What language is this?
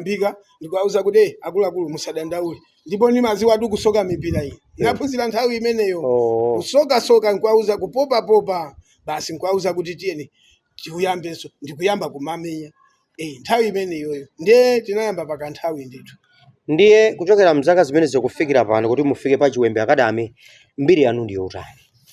Nyanja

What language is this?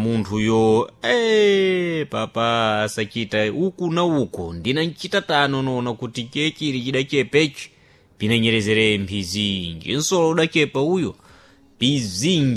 Sena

